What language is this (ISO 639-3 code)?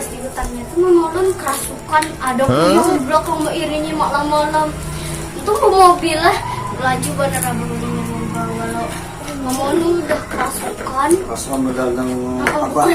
bjn